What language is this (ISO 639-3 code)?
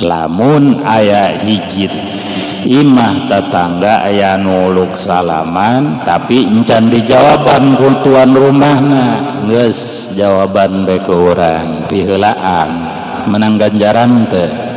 sun